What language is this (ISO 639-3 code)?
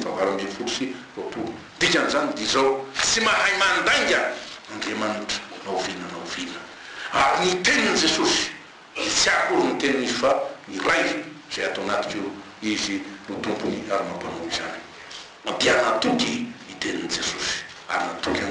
mlg